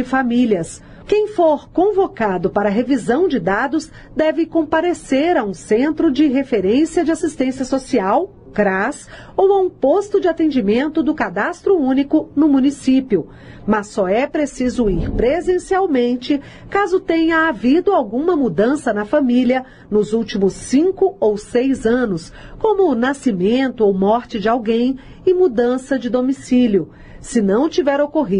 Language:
Portuguese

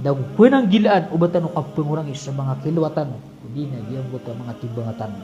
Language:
Maranao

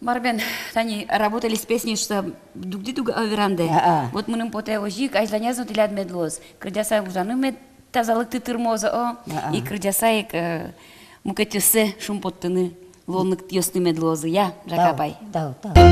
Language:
Udmurt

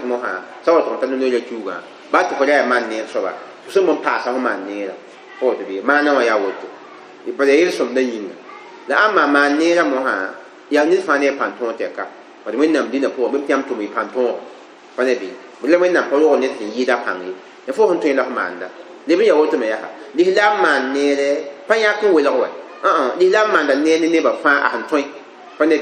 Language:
Mossi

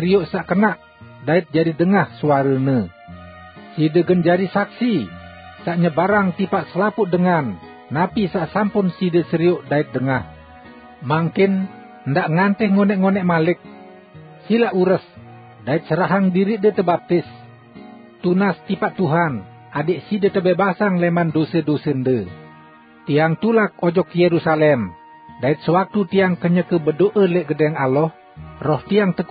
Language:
Sasak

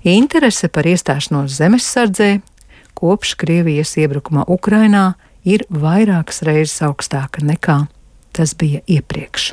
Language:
Latvian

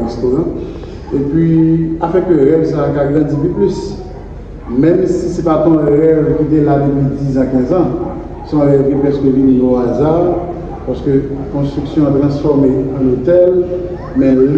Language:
Haitian Creole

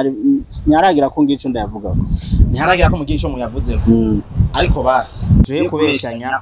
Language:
Rundi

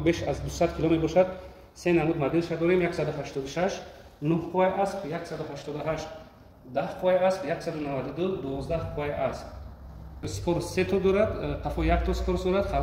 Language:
Tajik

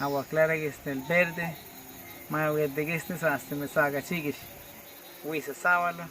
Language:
Awa-Cuaiquer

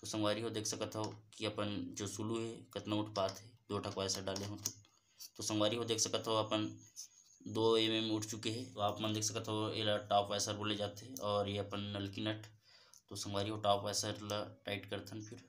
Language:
Chhattisgarhi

